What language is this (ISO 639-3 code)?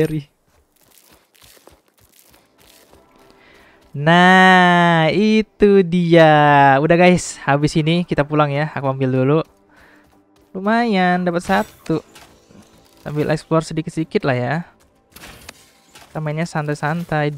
ind